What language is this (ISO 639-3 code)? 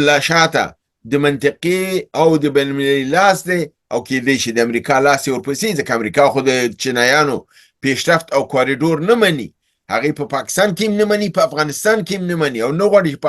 pus